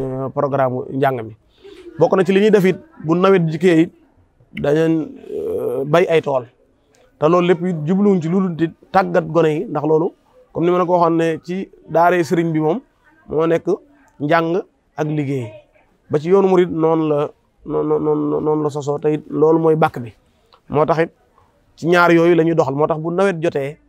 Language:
Wolof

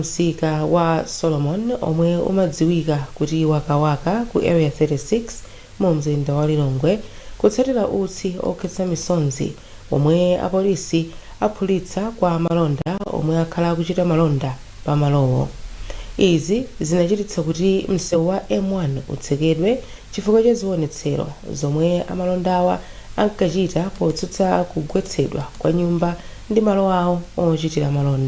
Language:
Nyanja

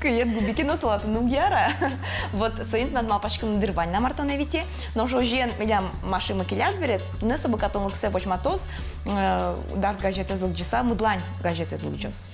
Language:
Udmurt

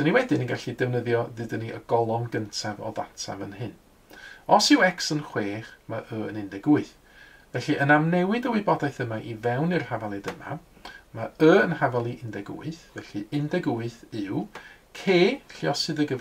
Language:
Welsh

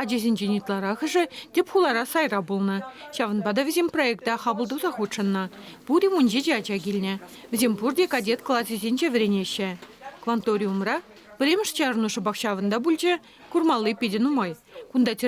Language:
Chuvash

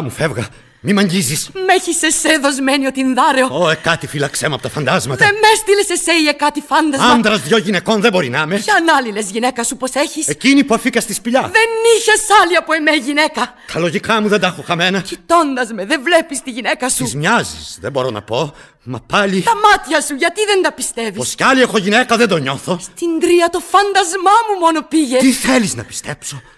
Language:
Greek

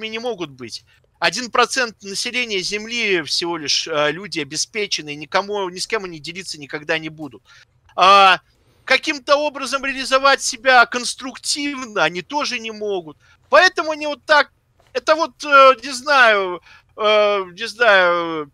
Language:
Russian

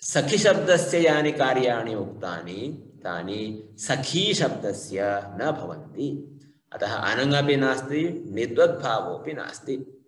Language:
Sanskrit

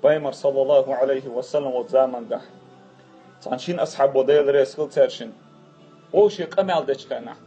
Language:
Chechen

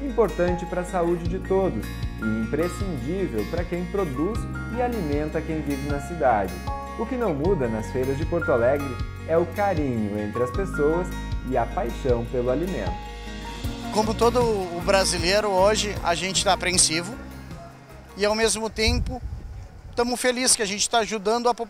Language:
Portuguese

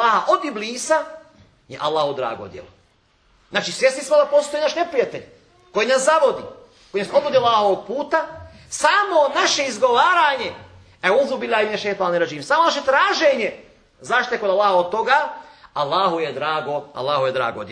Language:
Bosnian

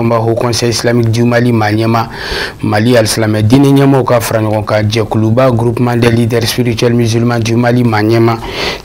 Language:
Bambara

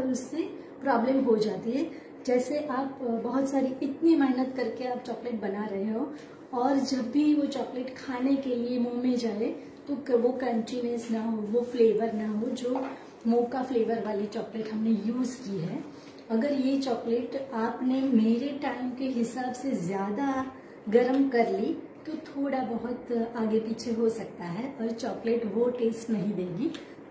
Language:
Hindi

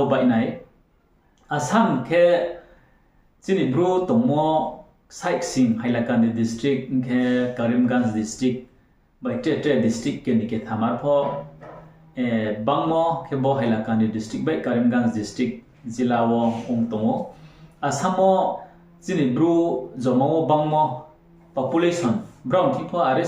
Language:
Riang (India)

